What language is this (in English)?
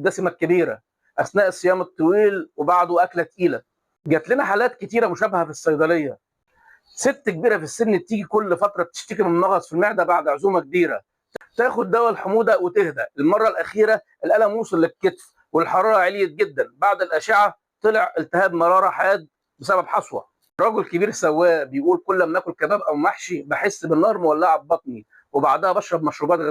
Egyptian Arabic